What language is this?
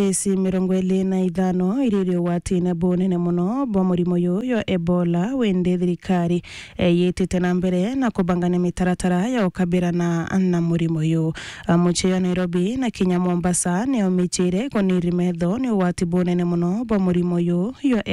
Meru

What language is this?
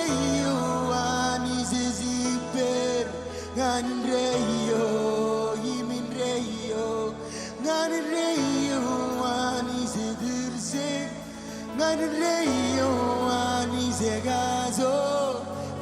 Marshallese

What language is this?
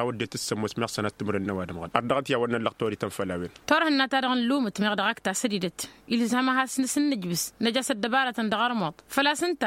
Tamasheq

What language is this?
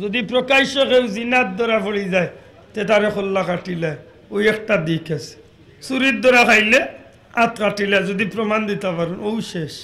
Sylheti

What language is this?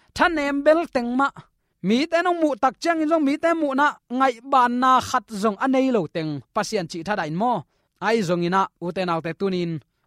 Tedim Chin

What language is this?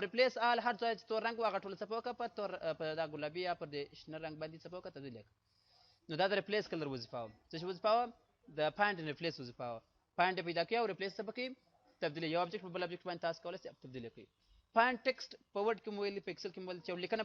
Pashto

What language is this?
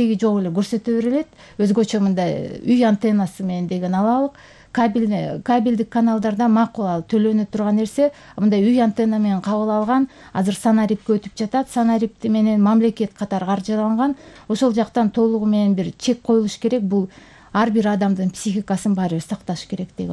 Kyrgyz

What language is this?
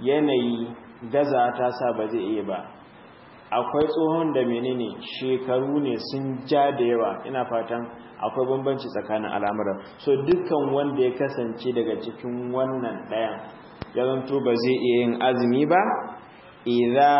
Hausa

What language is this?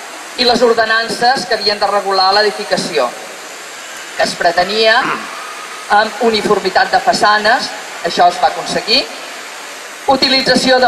Catalan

